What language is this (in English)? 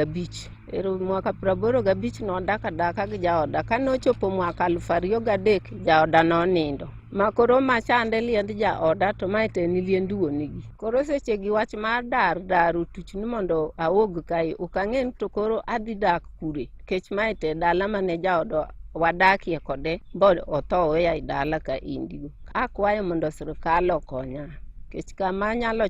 Luo (Kenya and Tanzania)